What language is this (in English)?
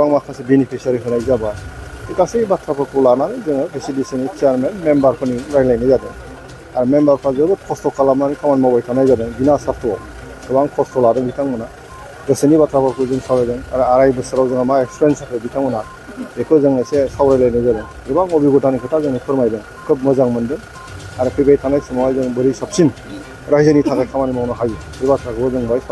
Bodo